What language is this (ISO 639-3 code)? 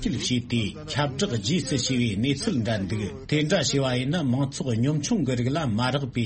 bod